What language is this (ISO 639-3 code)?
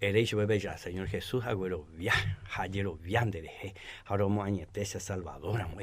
grn